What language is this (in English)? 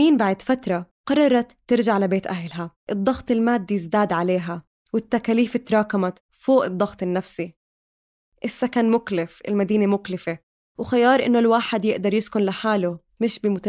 North Levantine Arabic